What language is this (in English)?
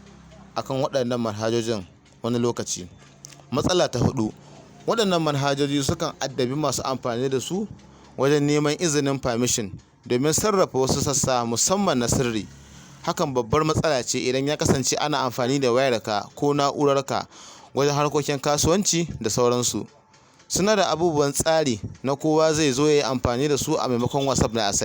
Hausa